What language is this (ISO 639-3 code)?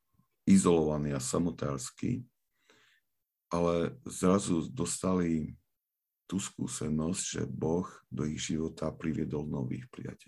slk